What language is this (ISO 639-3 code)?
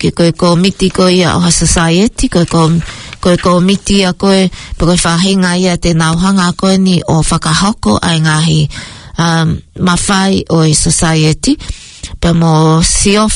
ton